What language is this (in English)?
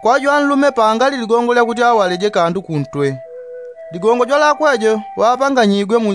Yao